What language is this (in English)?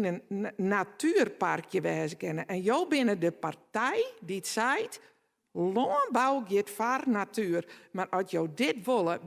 Western Frisian